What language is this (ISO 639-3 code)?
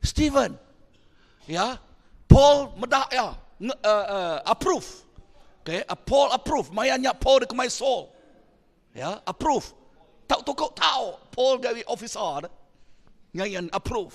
iba